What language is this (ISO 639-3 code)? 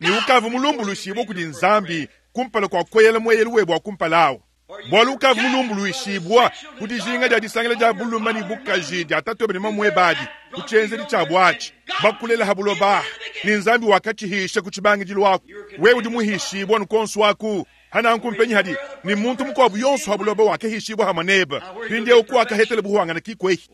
lua